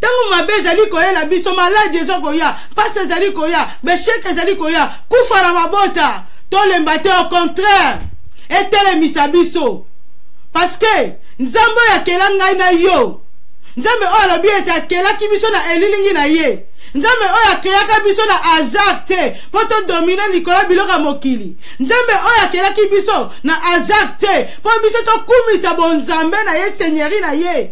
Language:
Lingala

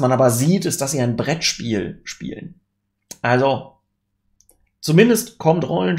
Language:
German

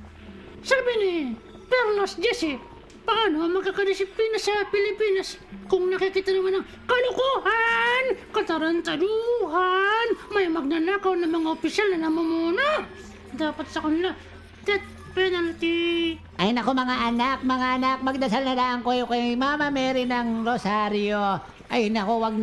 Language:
Filipino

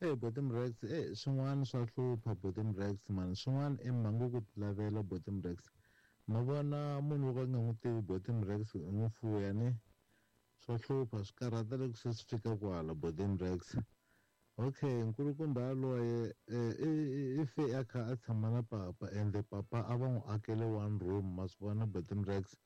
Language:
Tsonga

